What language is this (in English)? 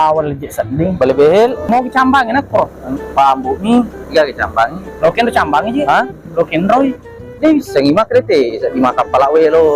Buginese